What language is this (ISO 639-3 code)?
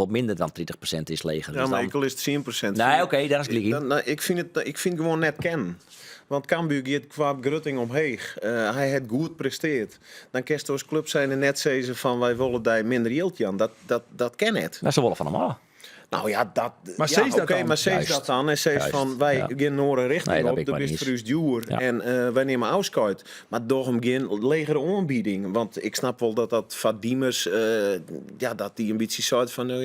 fry